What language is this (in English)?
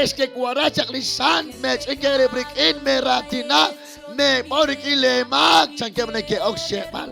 Kekchí